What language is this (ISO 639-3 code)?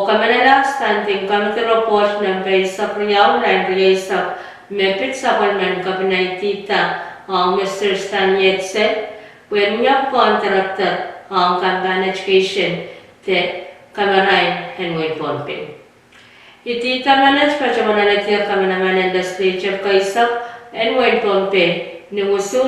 pon